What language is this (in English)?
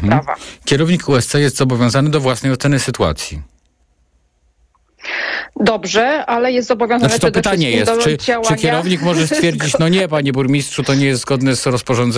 Polish